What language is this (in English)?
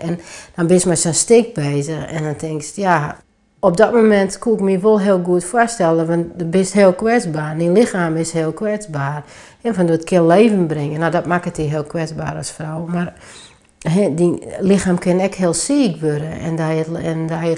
Western Frisian